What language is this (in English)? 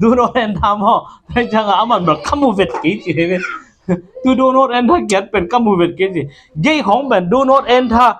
Tedim Chin